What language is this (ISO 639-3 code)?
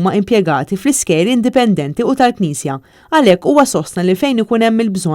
mlt